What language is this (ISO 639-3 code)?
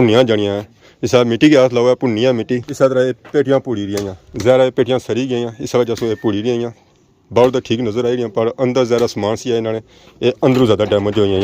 phr